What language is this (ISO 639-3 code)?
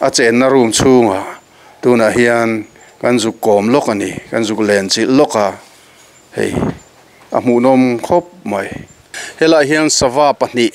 lus